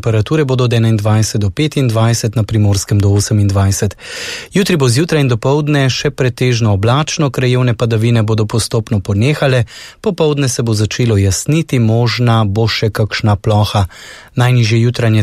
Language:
Slovenian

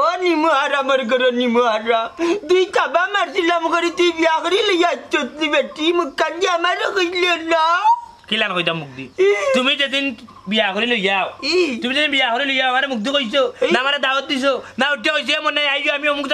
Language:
Sylheti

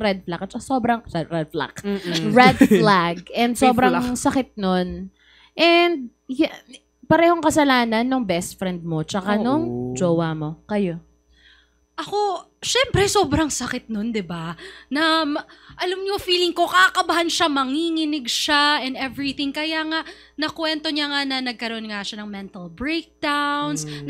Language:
Filipino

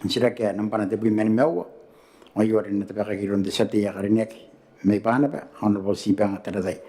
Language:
Gilbertese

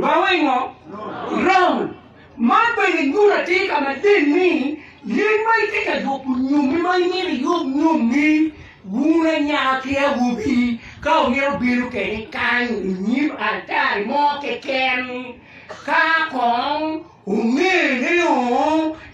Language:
Acoli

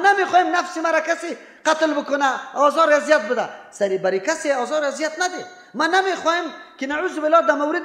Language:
Persian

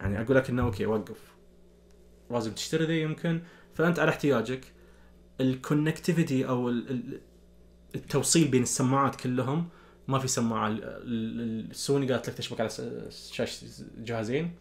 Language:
Najdi Arabic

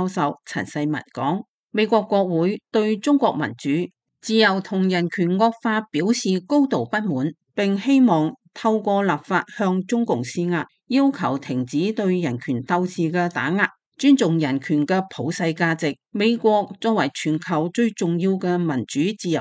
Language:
Cantonese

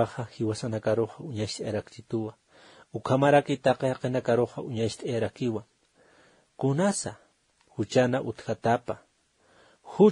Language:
Aymara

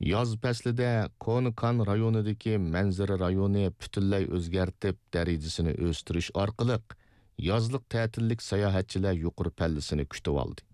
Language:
Uyghur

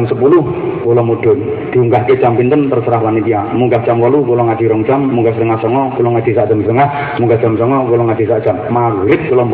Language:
Javanese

